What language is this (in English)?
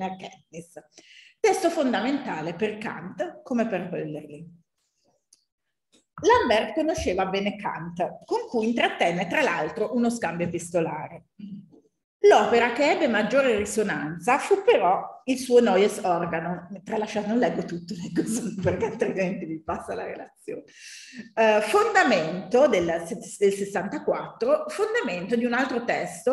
Italian